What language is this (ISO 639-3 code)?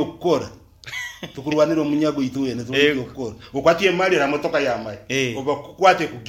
nyn